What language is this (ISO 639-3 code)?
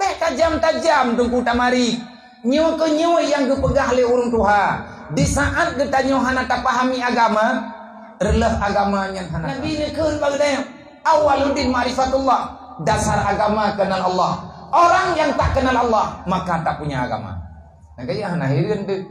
ace